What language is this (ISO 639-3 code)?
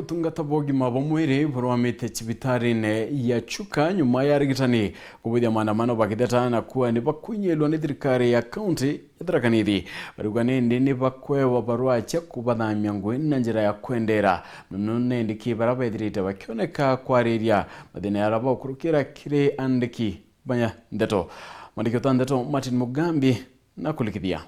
mer